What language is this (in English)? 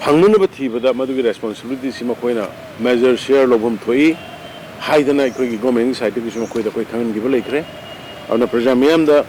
Manipuri